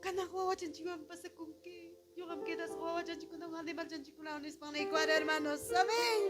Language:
Ayacucho Quechua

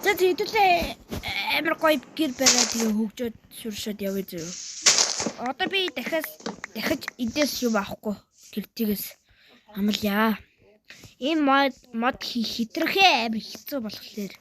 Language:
Mongolian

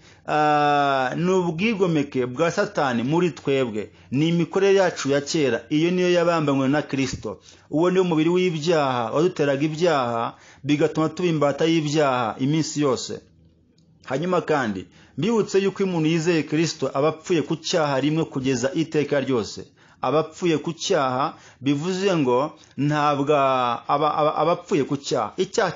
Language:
Kinyarwanda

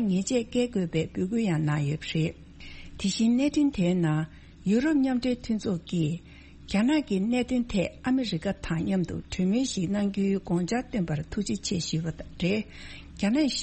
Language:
Tibetan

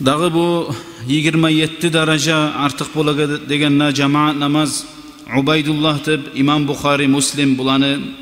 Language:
Kumyk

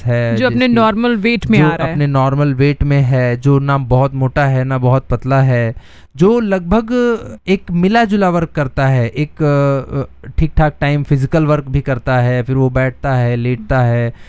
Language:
Hindi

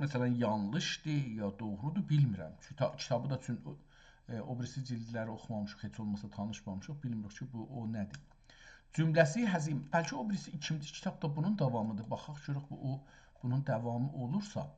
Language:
South Azerbaijani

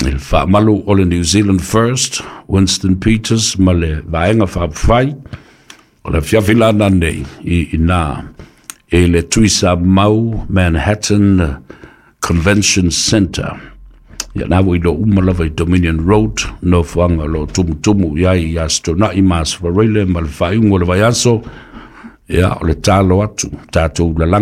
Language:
Samoan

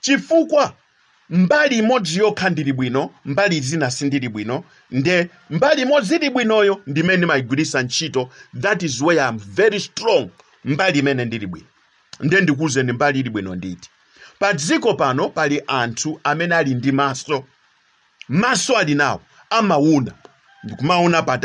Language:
Nyanja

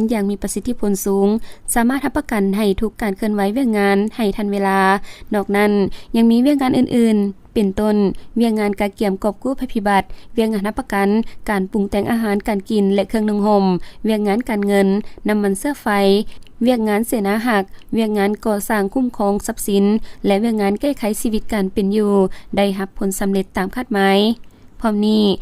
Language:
Lao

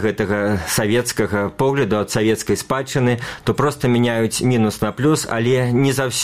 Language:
Belarusian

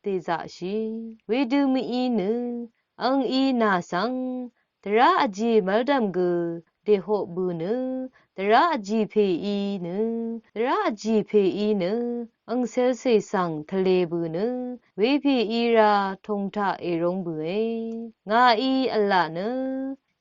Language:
Rawang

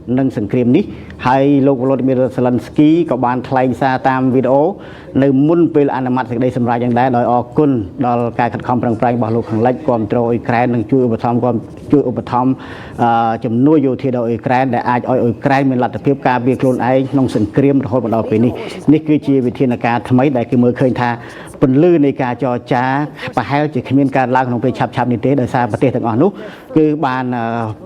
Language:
Khmer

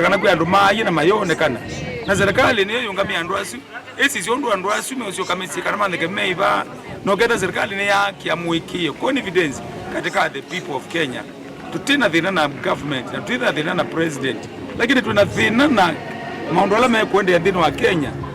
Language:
Kamba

